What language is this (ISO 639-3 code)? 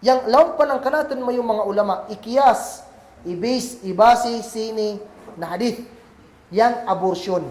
kll